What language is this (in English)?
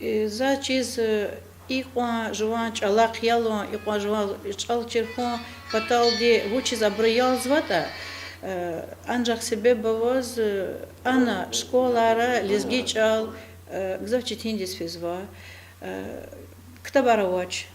Lezghian